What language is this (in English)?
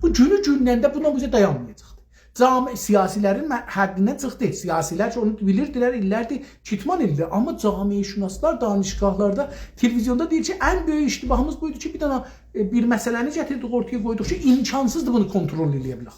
South Azerbaijani